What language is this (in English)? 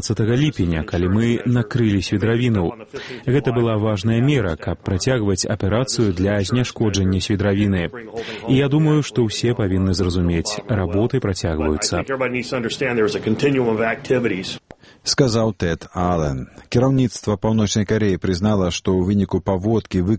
Belarusian